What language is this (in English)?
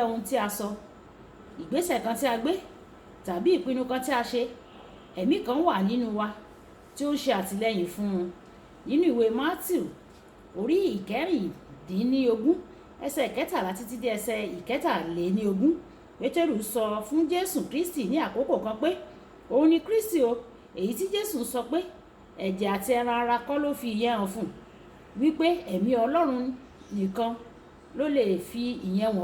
Yoruba